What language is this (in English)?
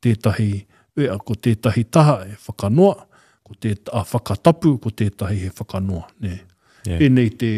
Māori